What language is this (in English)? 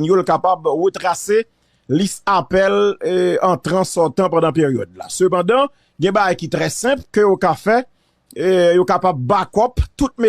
Haitian Creole